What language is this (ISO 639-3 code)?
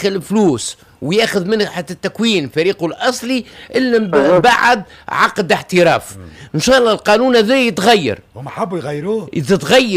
aeb